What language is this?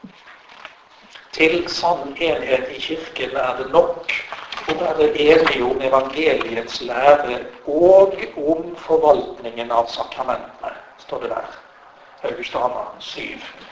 Norwegian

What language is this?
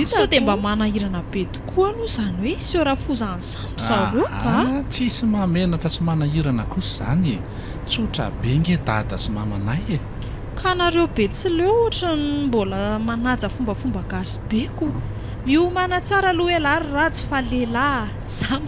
Malagasy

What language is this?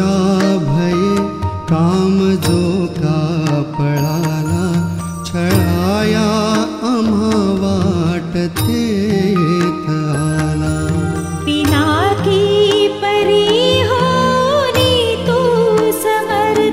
Marathi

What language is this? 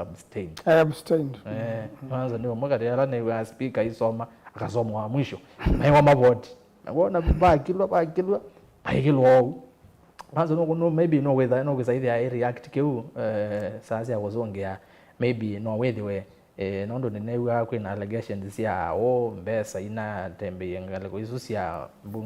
Kamba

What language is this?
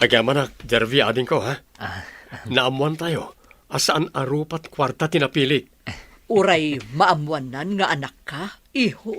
Iloko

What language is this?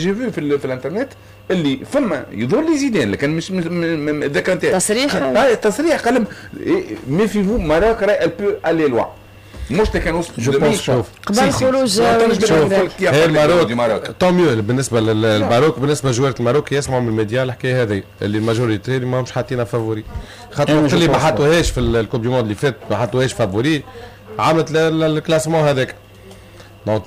Tunisian Arabic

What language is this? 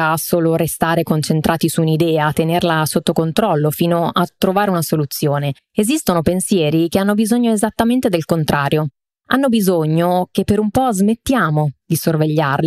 Italian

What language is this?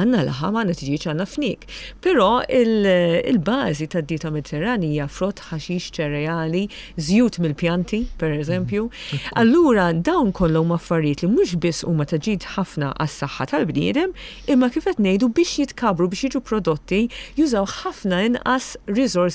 Maltese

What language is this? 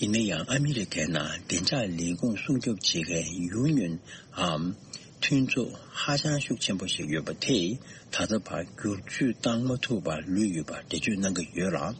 Tibetan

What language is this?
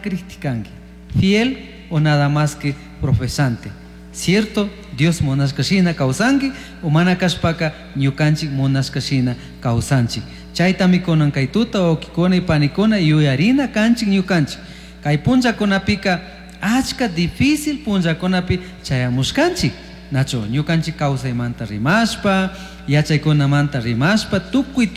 Chimborazo Highland Quichua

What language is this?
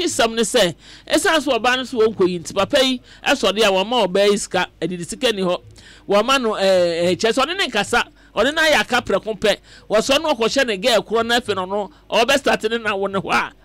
Akan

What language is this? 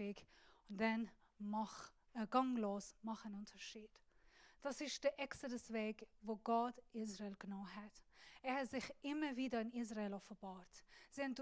Swiss German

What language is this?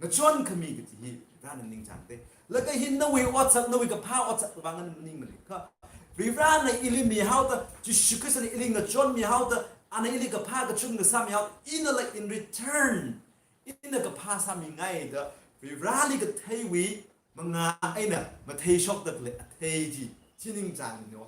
Tangkhul Naga (India)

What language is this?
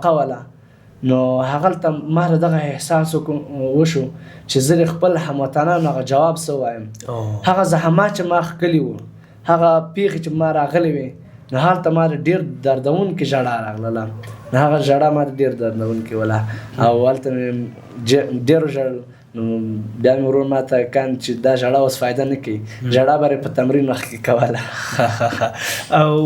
Pashto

